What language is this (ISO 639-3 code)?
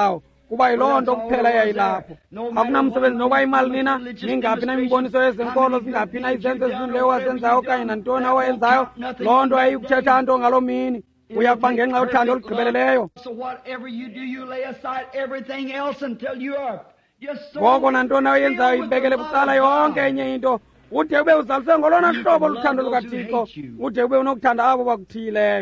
xho